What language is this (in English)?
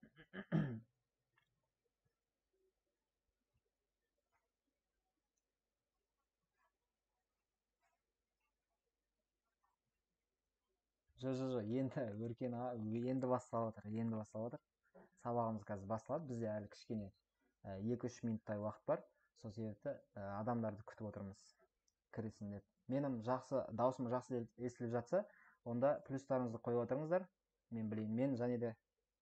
Kazakh